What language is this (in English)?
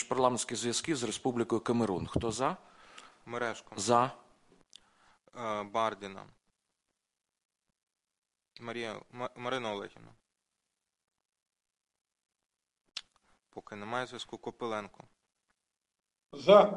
Ukrainian